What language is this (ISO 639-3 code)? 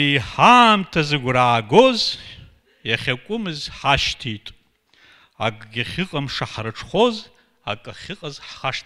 abk